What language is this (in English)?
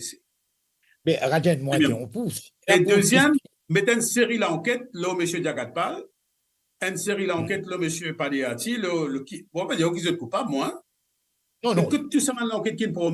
Morisyen